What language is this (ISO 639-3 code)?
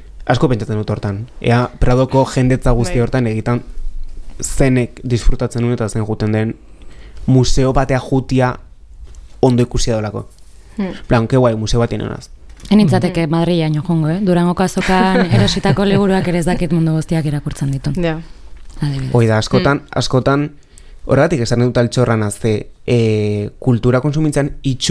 eus